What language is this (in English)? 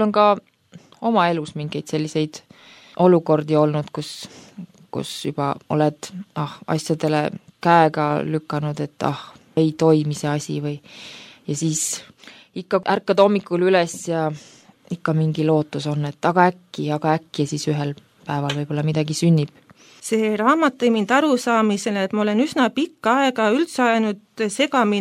Estonian